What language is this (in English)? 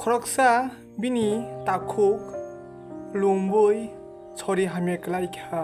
Kok Borok